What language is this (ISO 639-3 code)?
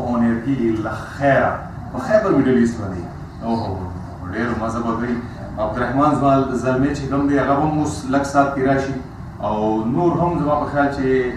pus